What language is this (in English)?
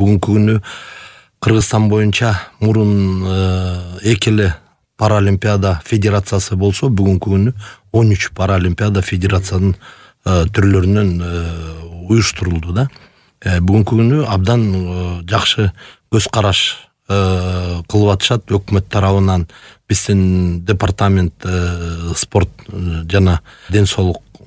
Kyrgyz